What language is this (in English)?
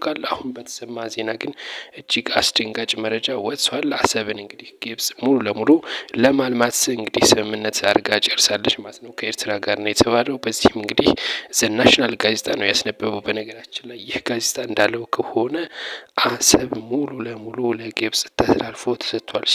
Amharic